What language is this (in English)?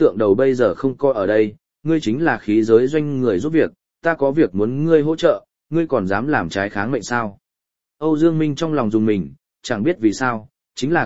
Vietnamese